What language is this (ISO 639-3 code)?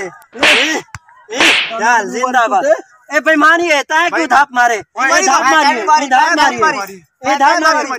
skr